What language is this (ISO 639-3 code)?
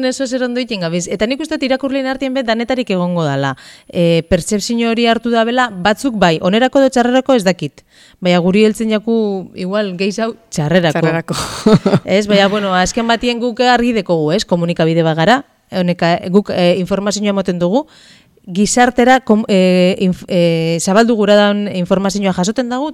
eus